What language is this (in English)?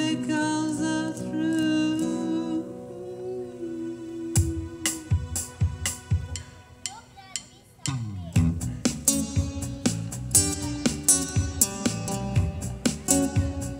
Hungarian